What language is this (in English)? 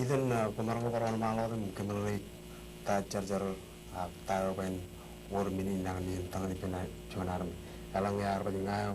Marshallese